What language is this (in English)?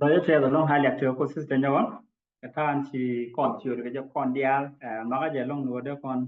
Nuer